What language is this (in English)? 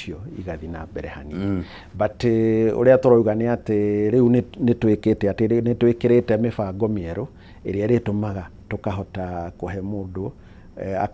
Kikuyu